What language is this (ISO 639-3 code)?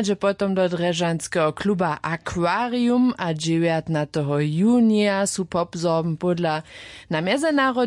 hsb